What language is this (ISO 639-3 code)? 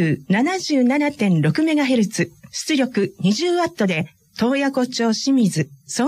jpn